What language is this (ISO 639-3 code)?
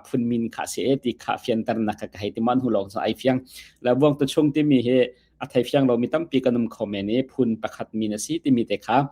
cnh